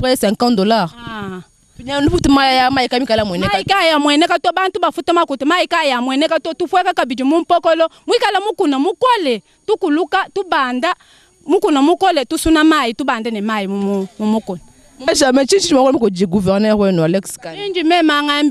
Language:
Luba-Lulua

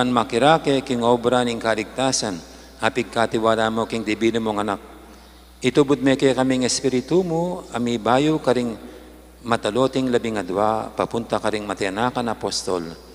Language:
Pampanga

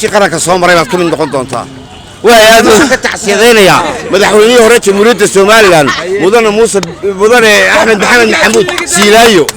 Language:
Somali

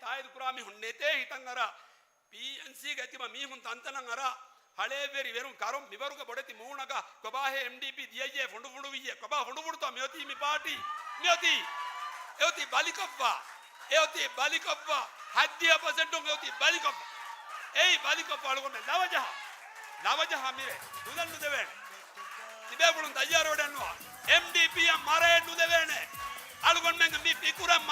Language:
Divehi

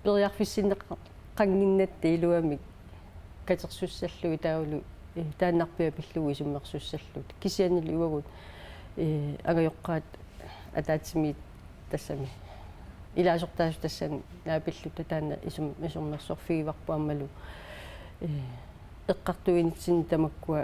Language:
Kalaallisut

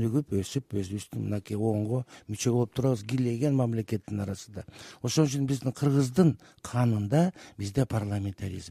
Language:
Kyrgyz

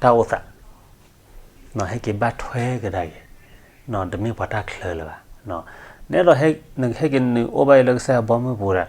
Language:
S'gaw Karen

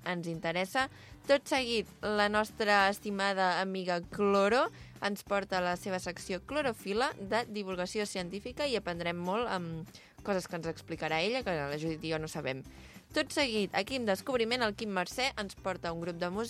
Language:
Catalan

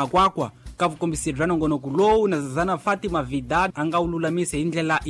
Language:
Tsonga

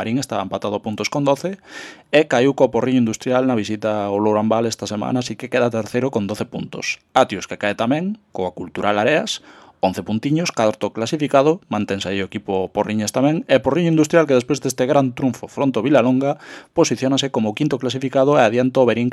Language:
Galician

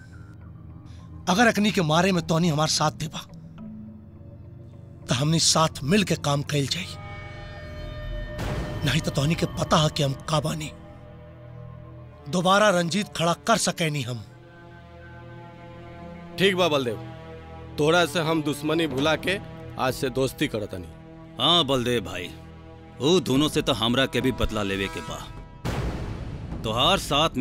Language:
Bhojpuri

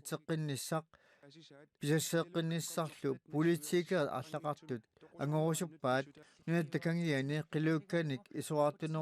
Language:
Kalaallisut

